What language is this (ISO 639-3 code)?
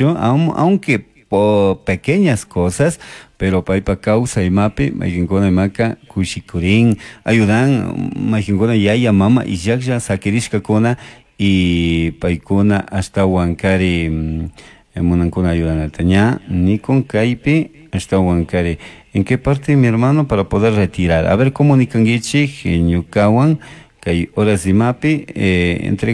qug